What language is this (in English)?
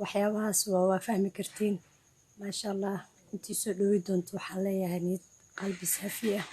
Somali